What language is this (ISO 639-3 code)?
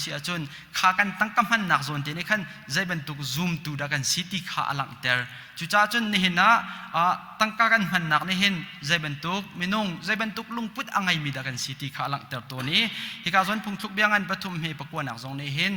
cnh